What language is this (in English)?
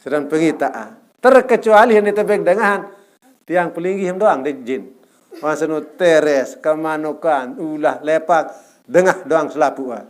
Sasak